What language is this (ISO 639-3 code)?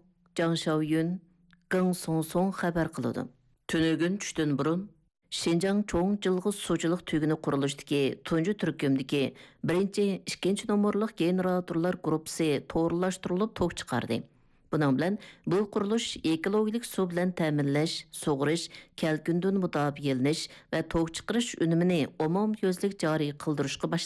uig